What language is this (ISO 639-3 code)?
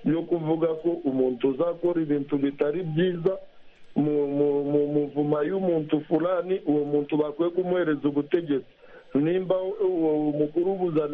kin